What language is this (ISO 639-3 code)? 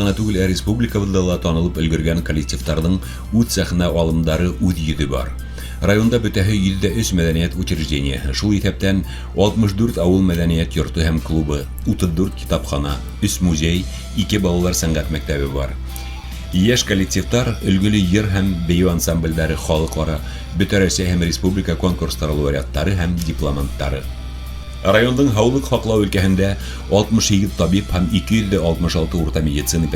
bak